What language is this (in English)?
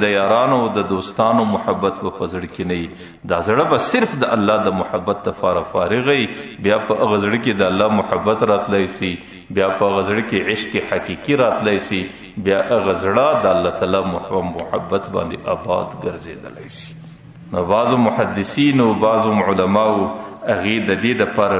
Pashto